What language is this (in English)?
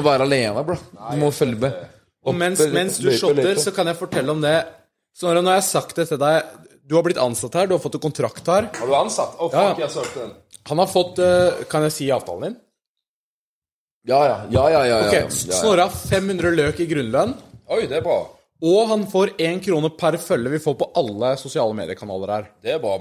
Norwegian